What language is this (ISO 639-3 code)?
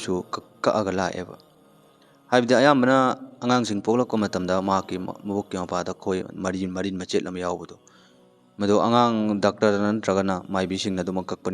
mni